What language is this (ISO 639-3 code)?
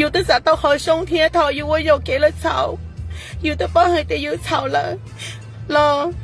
hmn